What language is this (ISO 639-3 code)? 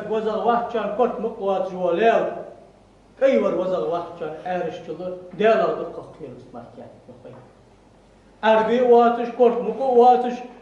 inh